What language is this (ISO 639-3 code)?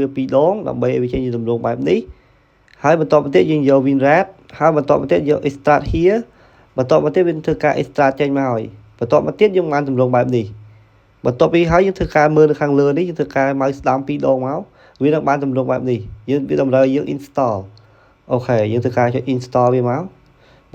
khm